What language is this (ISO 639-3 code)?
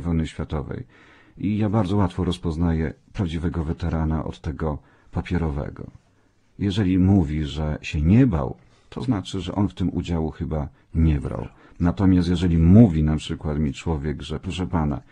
pol